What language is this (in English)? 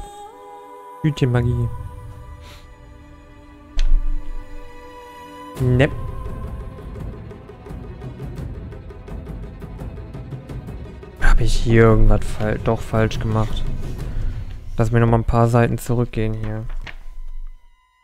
German